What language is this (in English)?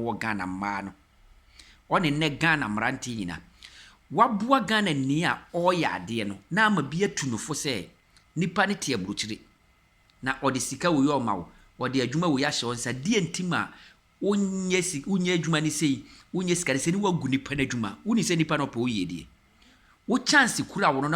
Akan